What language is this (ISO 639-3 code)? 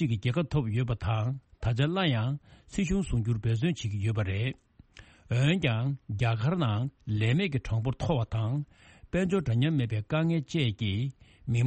bod